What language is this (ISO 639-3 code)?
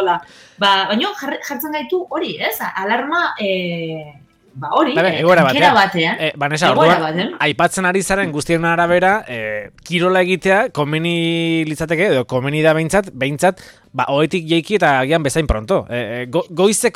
eus